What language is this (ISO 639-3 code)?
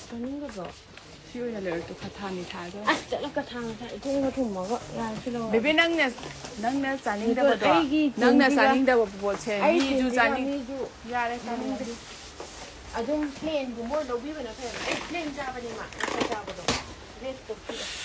mni